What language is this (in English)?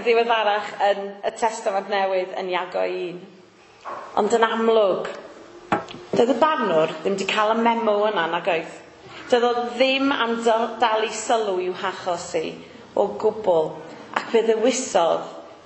Welsh